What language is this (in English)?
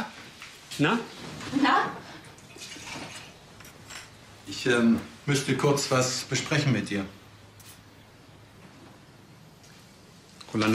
German